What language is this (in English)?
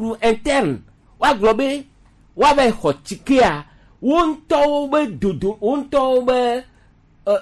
Gen